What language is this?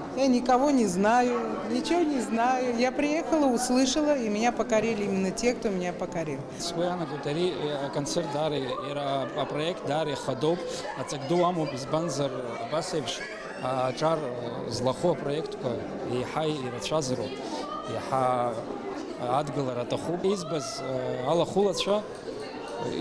Abkhazian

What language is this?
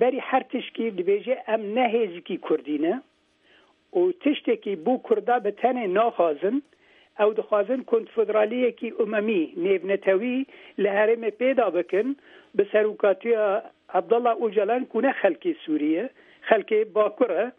Kurdish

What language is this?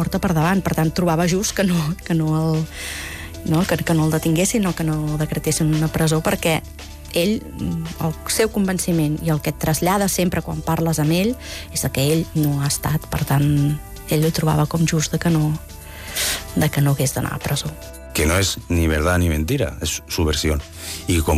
Catalan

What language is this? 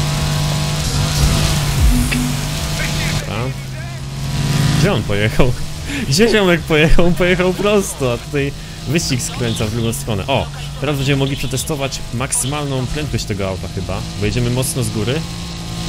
Polish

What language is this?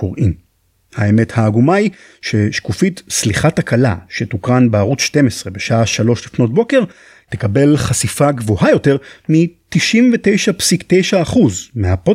Hebrew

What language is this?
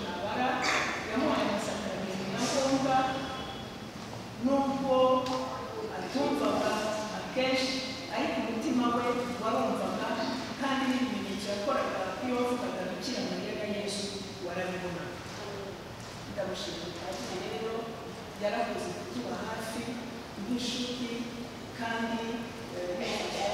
Kinyarwanda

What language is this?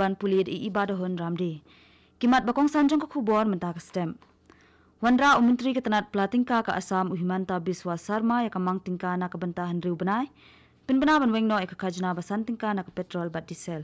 Khasi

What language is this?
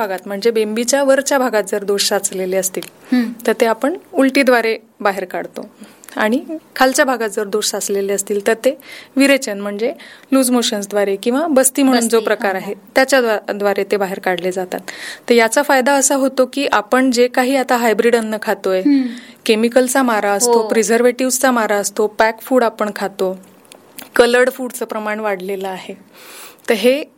Marathi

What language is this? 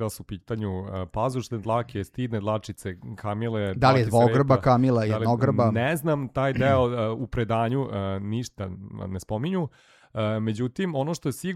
Serbian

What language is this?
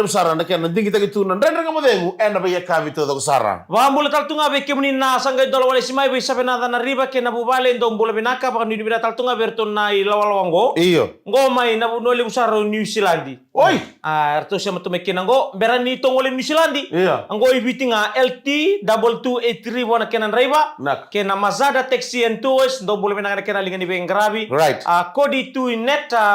Fijian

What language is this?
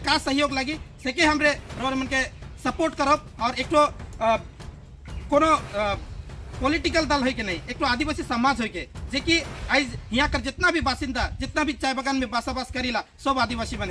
Sadri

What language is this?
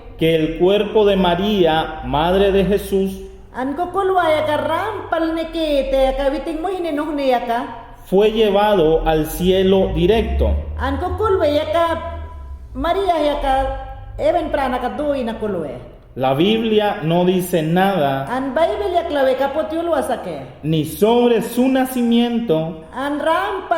Mayangna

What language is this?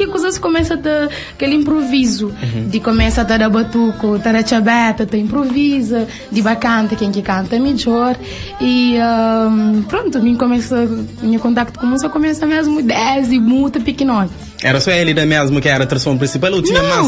Kabuverdianu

